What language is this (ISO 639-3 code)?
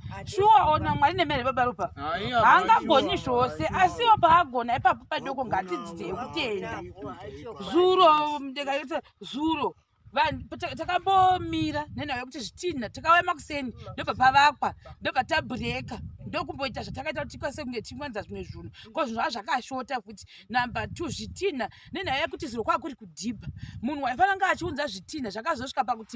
sna